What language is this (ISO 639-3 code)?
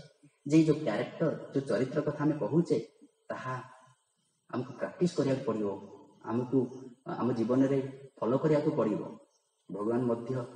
ori